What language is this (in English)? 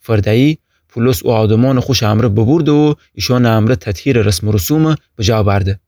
Gilaki